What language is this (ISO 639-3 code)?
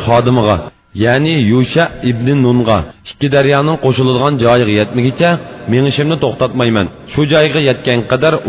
uig